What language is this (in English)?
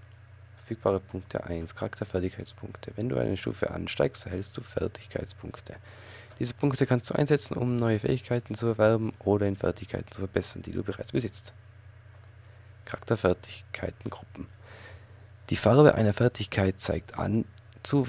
German